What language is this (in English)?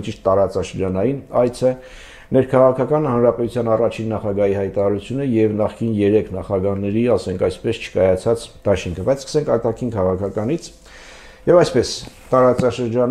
Armenian